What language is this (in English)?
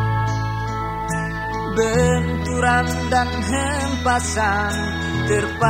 Indonesian